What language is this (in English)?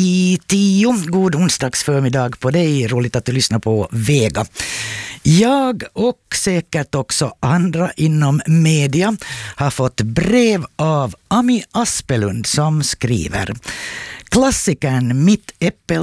Swedish